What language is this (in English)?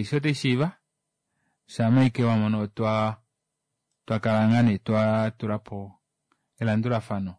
Kuanyama